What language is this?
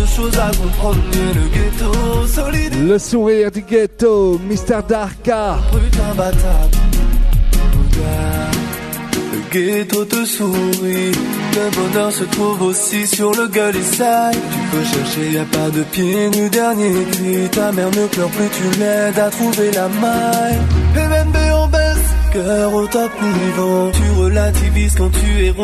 French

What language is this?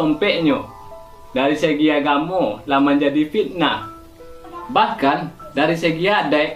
Minangkabau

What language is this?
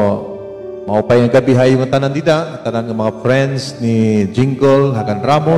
Waray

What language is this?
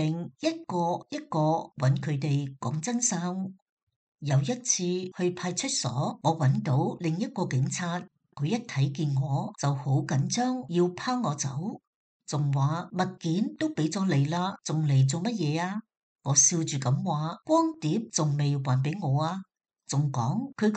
Cantonese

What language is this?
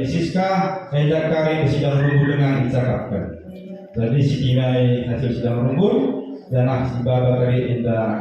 Batak Karo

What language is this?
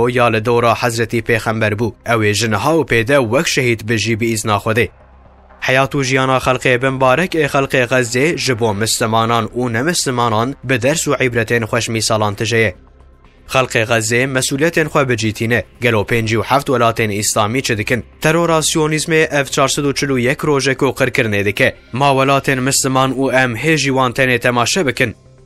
Kurdish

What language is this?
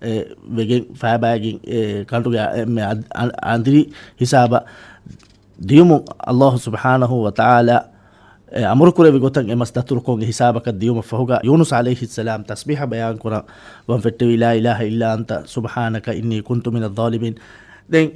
Divehi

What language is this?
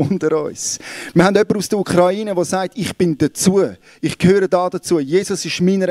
Swiss German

